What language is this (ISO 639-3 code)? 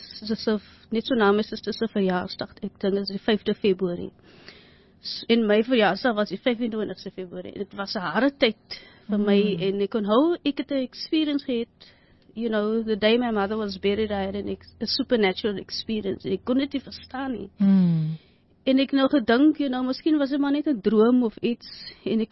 afr